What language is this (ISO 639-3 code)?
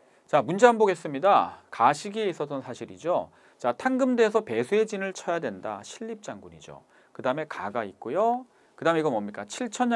kor